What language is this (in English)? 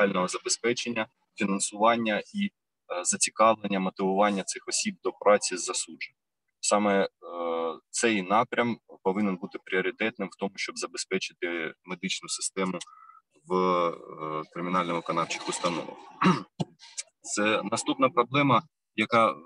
Ukrainian